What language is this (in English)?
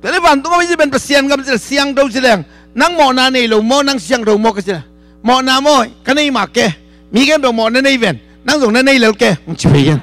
Tedim Chin